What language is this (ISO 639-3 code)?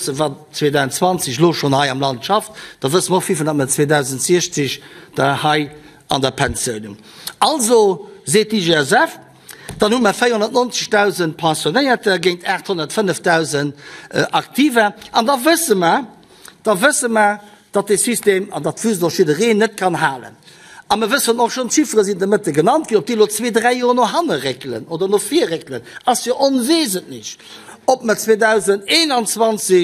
ltz